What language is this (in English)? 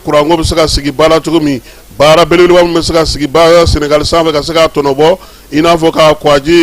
Bambara